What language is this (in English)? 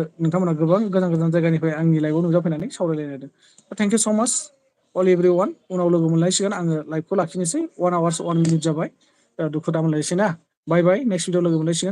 Bodo